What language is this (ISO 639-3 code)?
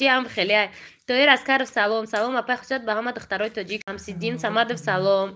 tgk